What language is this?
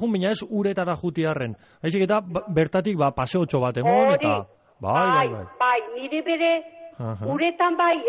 Basque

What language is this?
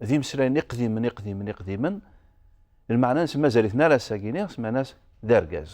Kabyle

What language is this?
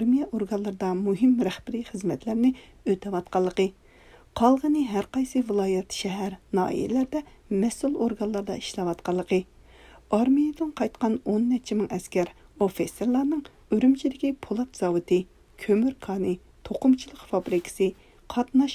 Uyghur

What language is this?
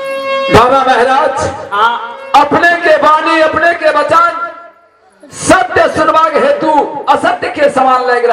Maithili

